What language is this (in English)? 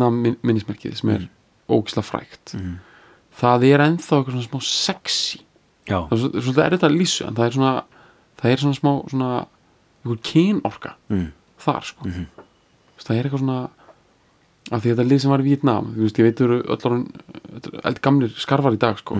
Icelandic